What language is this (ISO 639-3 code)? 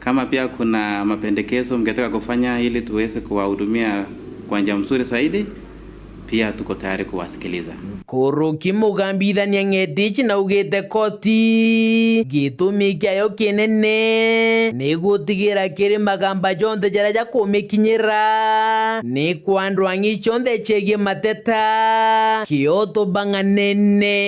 mer